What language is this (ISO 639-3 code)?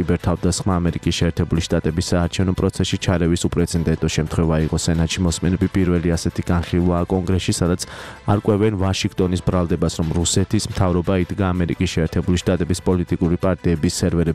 kat